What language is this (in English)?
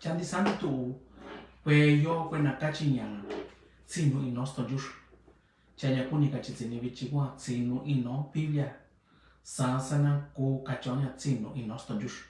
Mixtepec Mixtec